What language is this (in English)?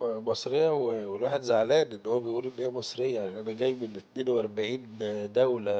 Egyptian Arabic